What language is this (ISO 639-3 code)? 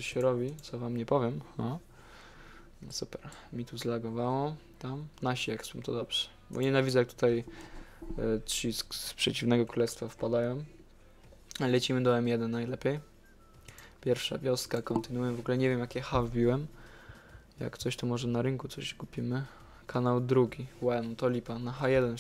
pol